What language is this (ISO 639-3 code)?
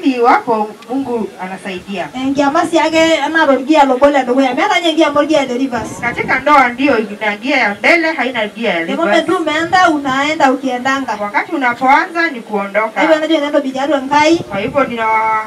swa